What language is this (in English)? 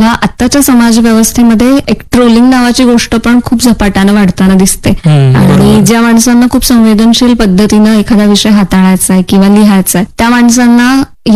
Marathi